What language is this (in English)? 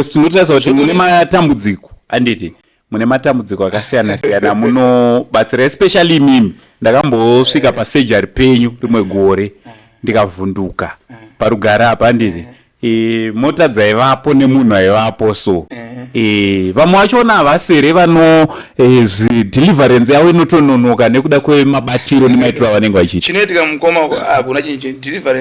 Shona